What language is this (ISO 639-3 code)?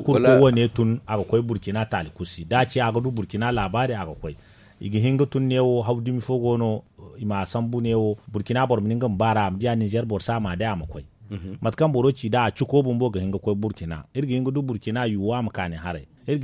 dje